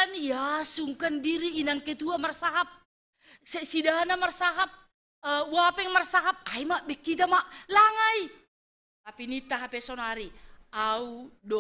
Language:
Batak Simalungun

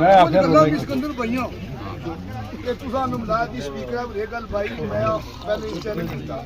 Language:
Pahari-Potwari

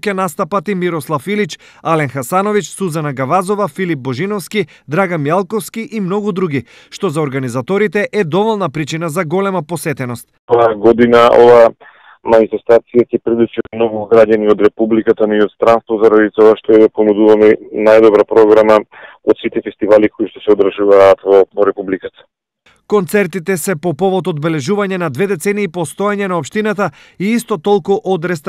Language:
Macedonian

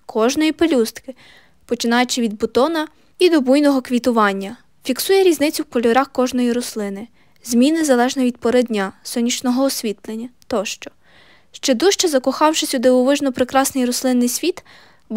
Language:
Ukrainian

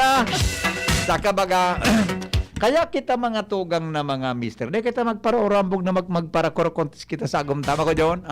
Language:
Bikol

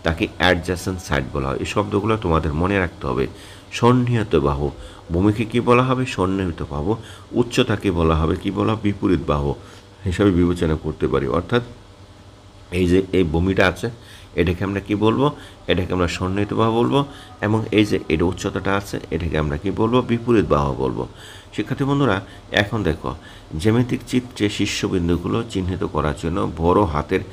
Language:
Bangla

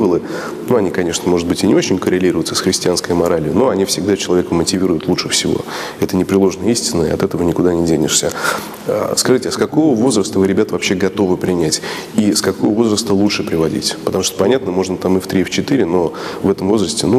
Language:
Russian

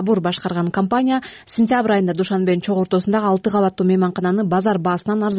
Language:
Kyrgyz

